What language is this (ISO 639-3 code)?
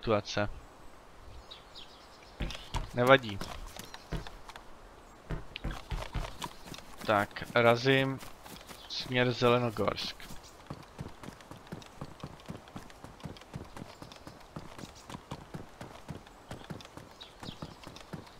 ces